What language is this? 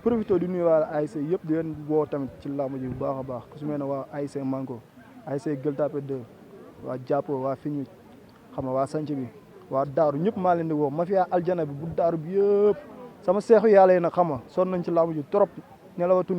Wolof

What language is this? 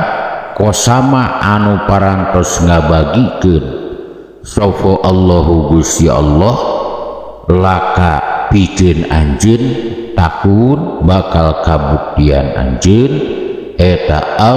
Sundanese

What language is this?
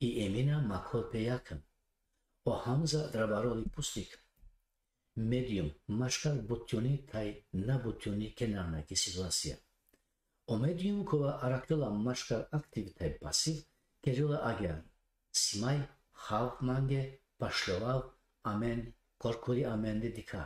Balkan Romani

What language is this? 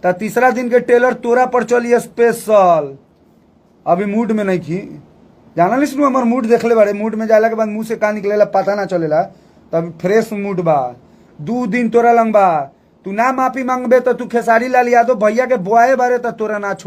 Bhojpuri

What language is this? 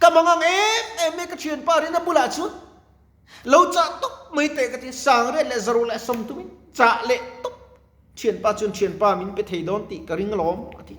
Mizo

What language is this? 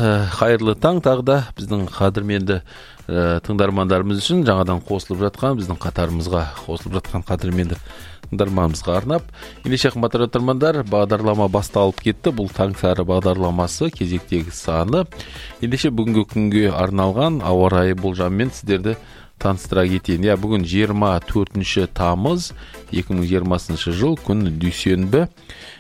Kazakh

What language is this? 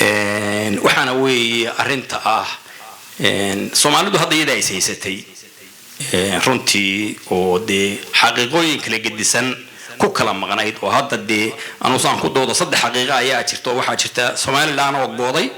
Somali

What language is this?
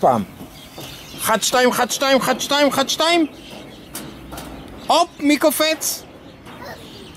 Hebrew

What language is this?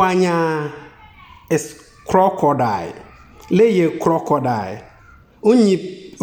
Konkomba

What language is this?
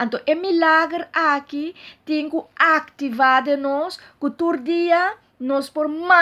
Papiamento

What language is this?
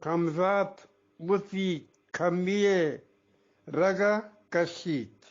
Eastern Balochi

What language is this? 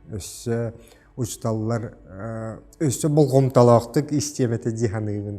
Yakut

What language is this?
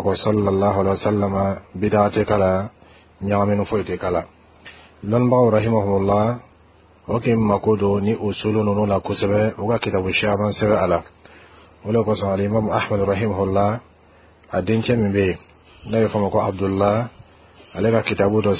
Bambara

